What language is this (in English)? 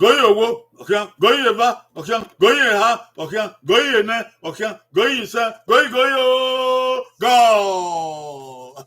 Bini